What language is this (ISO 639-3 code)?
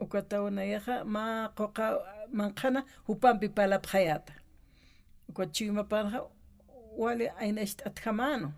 aym